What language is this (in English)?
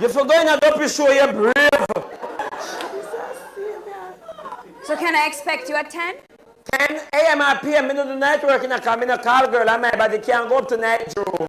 Jamaican Creole English